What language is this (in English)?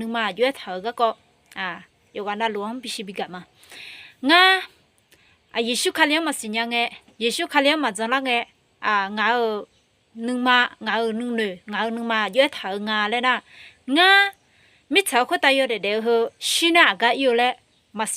Akha